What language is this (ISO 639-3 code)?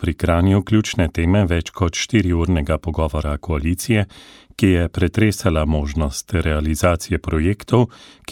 slv